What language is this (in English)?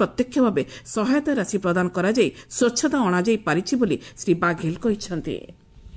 Odia